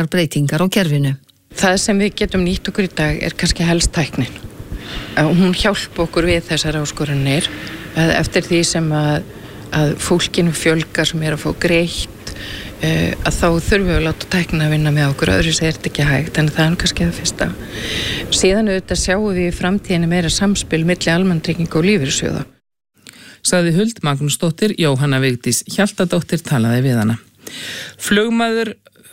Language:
Icelandic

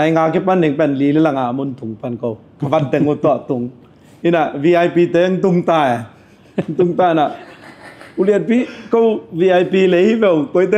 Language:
Tedim Chin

